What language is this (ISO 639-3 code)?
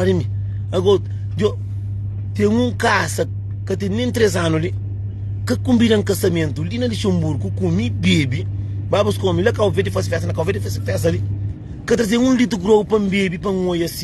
kea